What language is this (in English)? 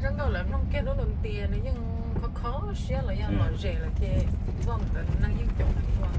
Hmong